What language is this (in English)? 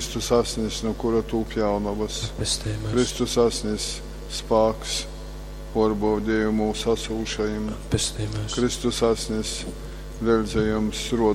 Latgalian